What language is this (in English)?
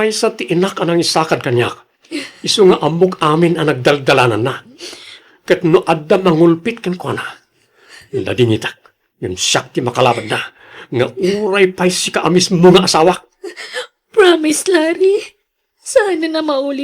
Iloko